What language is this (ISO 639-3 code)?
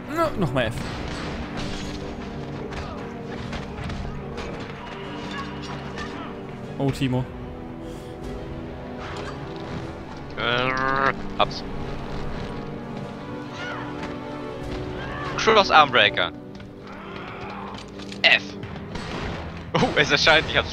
deu